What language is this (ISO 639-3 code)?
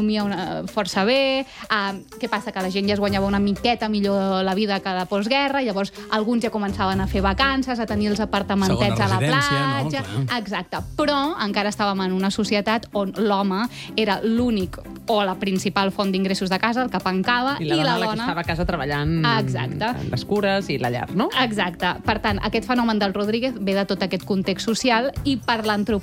cat